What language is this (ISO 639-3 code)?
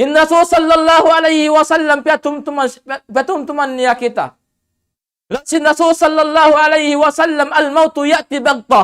tsg